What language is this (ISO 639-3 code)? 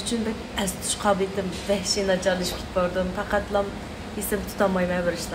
uig